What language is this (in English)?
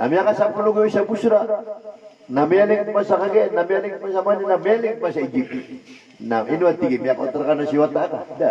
Maranao